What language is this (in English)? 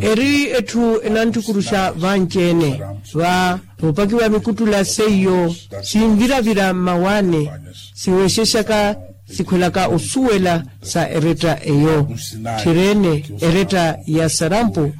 Makhuwa